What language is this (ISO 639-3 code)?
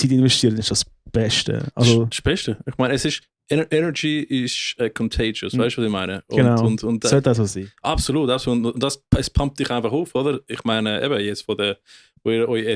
gsw